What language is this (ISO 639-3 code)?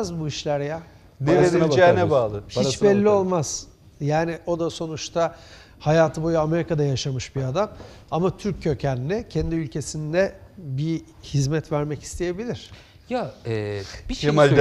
tur